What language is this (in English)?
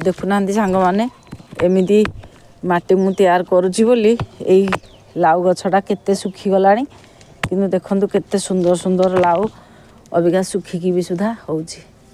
Odia